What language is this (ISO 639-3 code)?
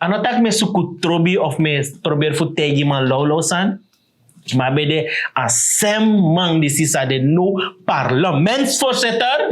srn